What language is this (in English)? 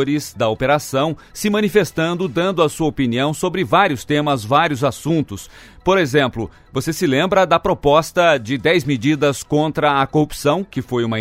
Portuguese